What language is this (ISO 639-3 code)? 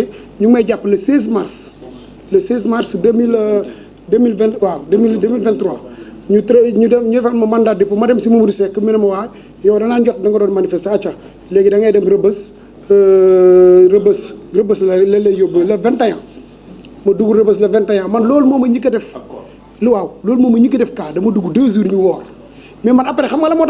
wol